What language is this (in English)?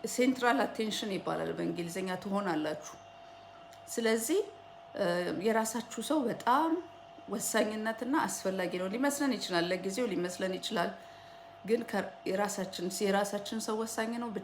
Amharic